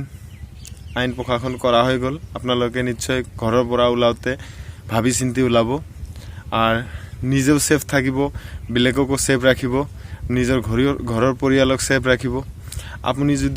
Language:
Assamese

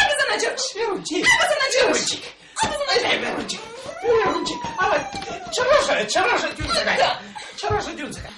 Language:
Chuvash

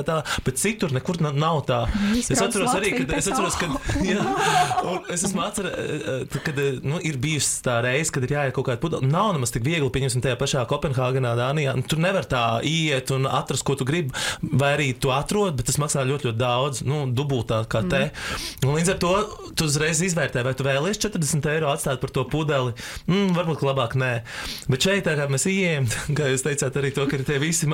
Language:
Latvian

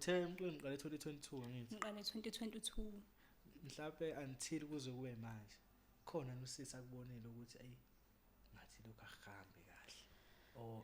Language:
Zulu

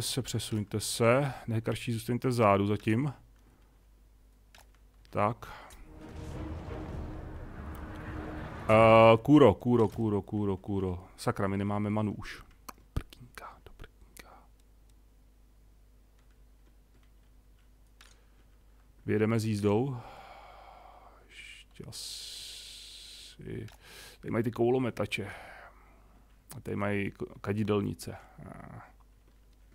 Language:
Czech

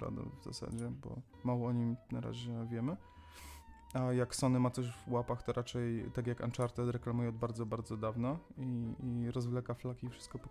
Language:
Polish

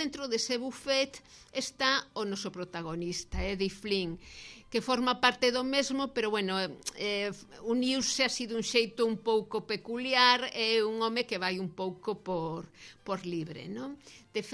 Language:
Galician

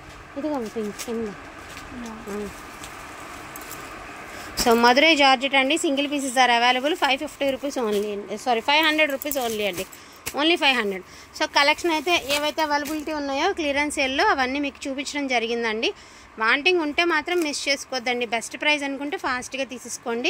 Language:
Telugu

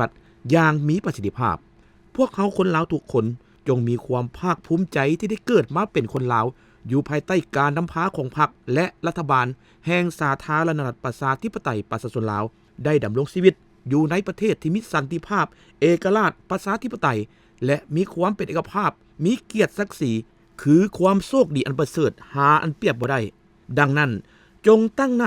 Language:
Lao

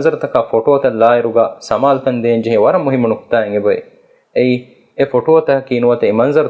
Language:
Divehi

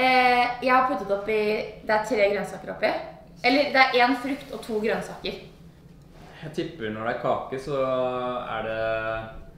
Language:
Norwegian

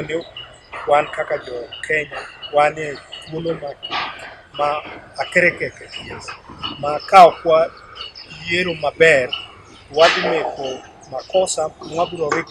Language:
Luo (Kenya and Tanzania)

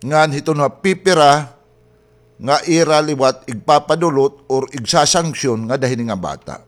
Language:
Waray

